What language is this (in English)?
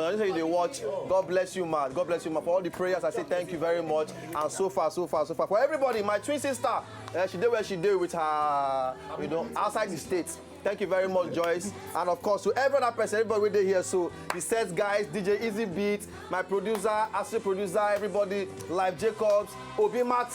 Nigerian Pidgin